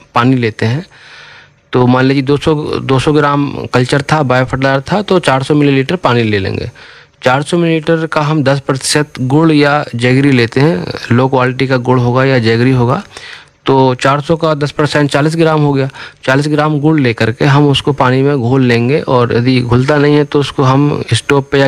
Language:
Hindi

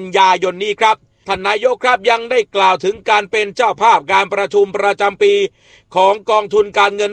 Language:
Thai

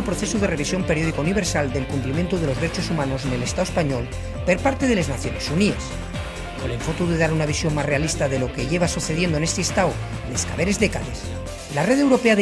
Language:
Asturian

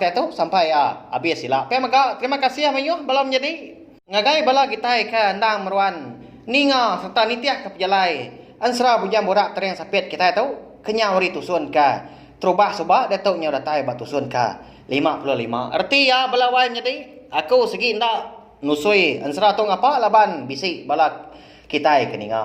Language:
Iban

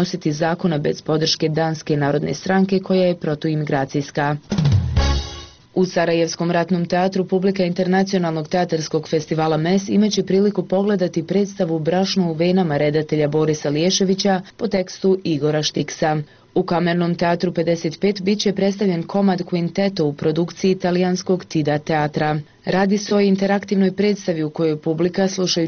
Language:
Bosnian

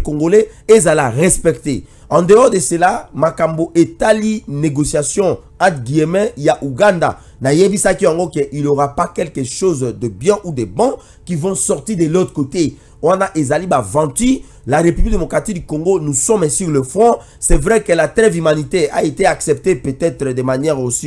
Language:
French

